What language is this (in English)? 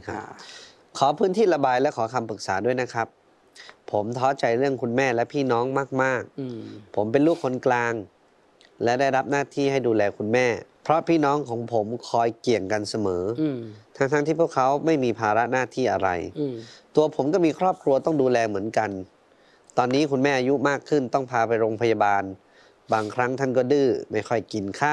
Thai